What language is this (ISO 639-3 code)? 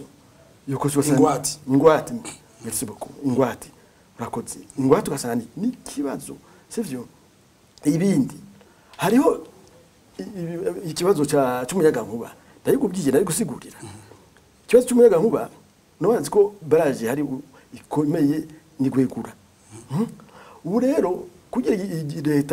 run